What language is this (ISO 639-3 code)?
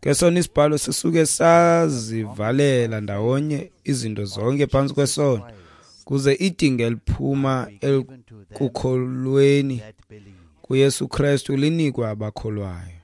xho